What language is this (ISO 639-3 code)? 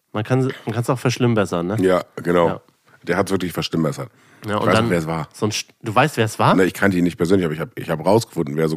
deu